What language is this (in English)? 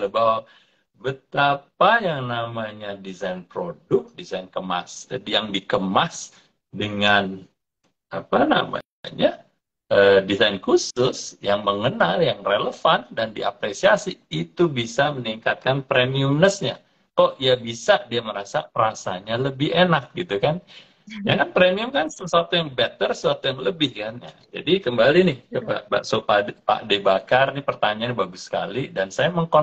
Indonesian